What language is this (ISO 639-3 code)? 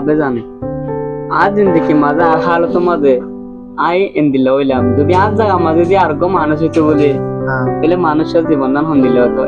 rhg